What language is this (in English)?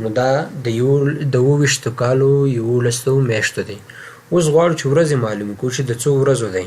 Pashto